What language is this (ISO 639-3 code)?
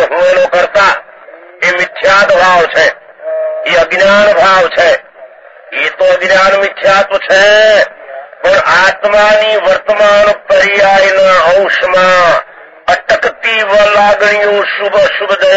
guj